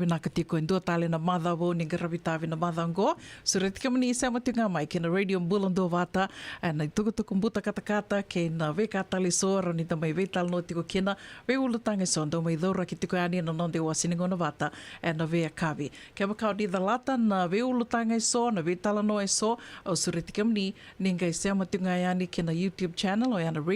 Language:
Fijian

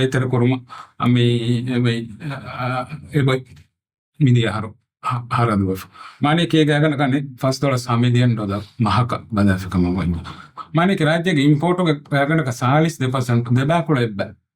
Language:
Divehi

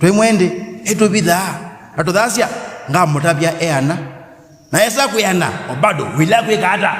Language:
Kamba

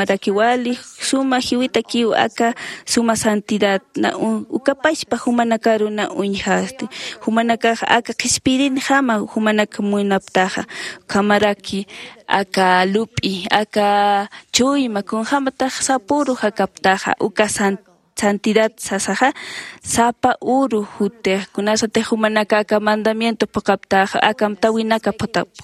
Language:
Aymara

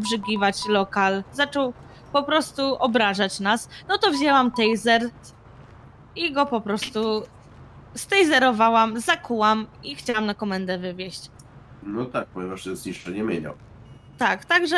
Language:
Polish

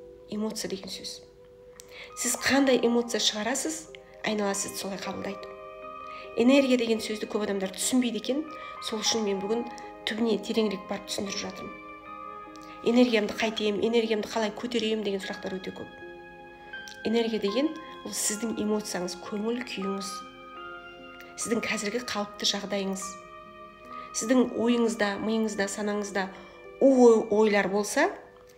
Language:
Kazakh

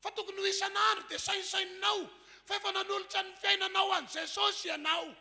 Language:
Malagasy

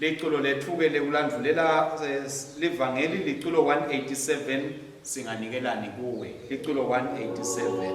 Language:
Swati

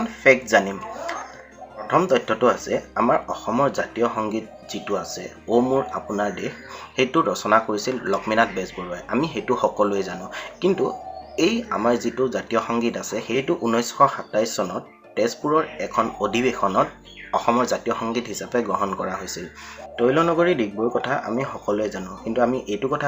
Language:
Assamese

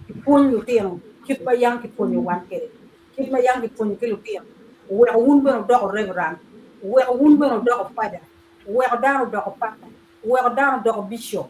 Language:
Acoli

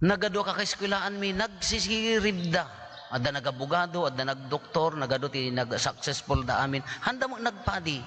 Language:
Iloko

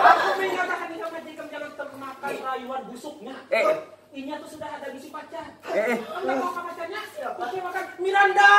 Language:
Banjar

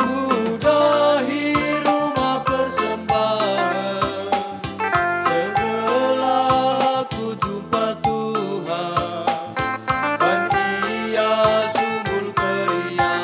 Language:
Batak Karo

